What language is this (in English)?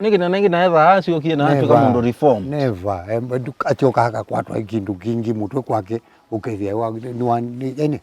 Kamba